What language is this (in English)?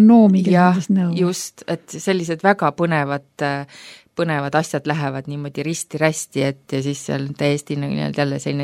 Estonian